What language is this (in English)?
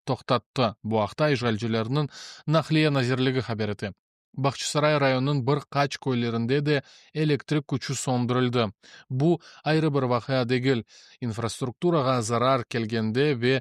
Crimean Tatar